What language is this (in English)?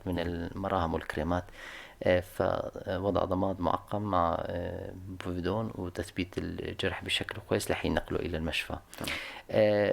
North Levantine Arabic